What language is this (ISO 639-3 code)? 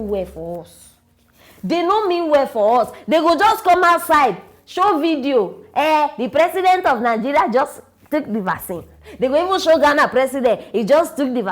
pcm